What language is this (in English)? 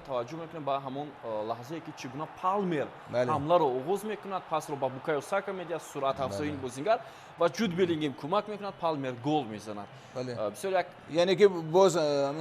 Tajik